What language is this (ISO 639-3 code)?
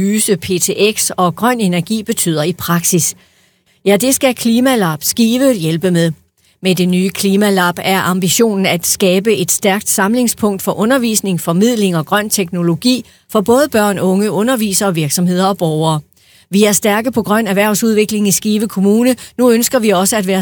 dan